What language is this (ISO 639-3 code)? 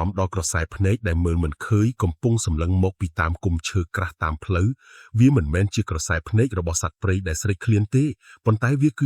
khm